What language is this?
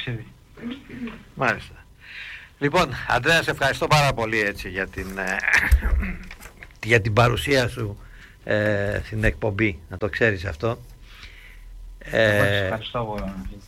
Greek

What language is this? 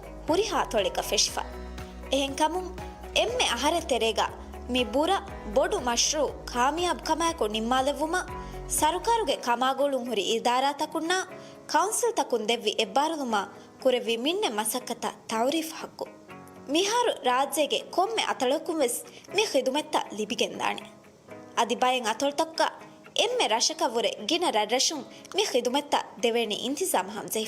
Divehi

